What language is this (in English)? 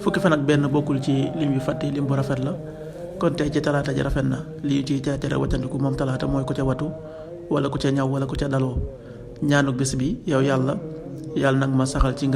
Wolof